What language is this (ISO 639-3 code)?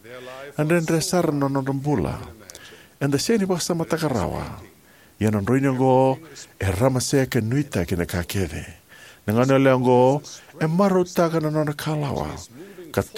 fij